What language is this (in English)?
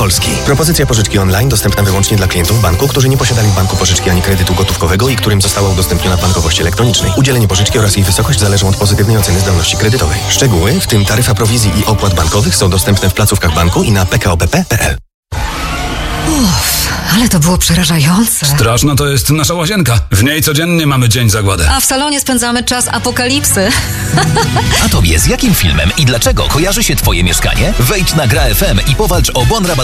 Polish